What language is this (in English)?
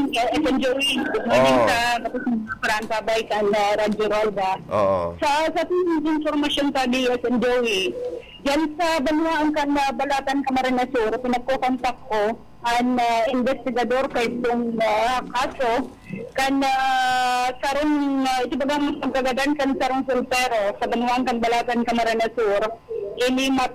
Bikol